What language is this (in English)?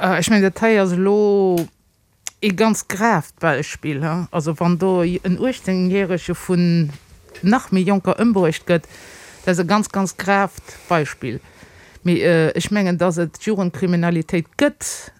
Luxembourgish